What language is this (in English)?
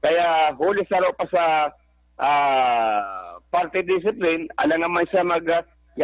Bikol